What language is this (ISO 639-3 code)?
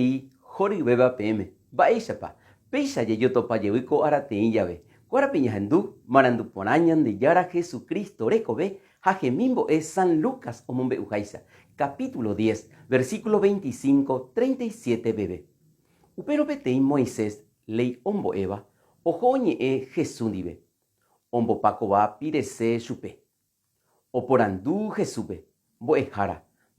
grn